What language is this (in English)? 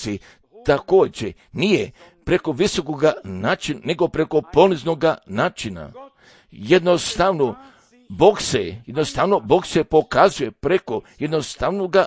Croatian